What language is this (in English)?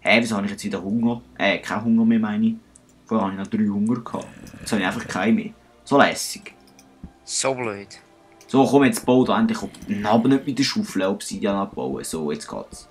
Swiss German